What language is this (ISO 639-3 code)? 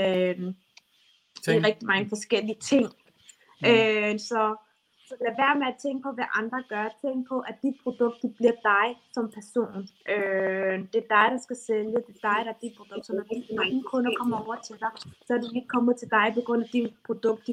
dan